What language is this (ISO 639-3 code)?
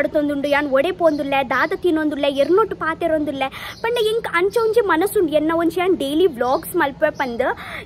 tcy